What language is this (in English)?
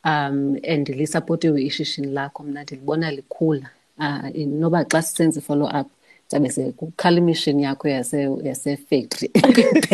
Xhosa